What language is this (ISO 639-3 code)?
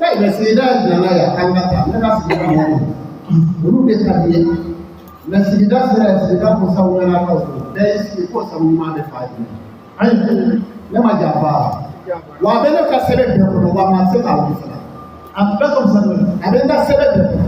bam